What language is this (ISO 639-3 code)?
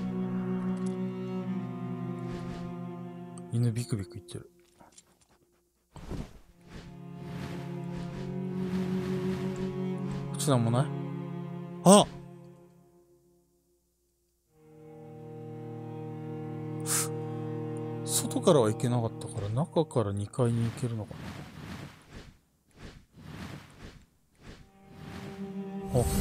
jpn